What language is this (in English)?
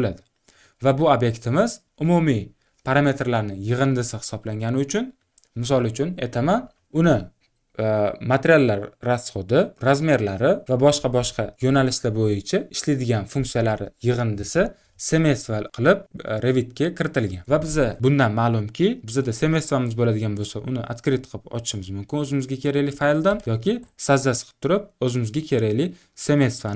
Uzbek